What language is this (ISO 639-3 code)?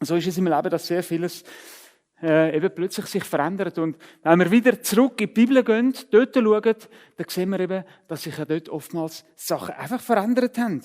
gsw